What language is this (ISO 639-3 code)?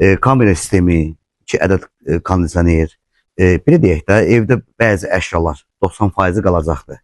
aze